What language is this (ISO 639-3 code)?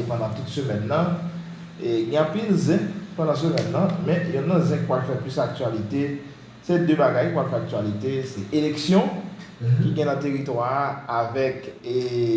hat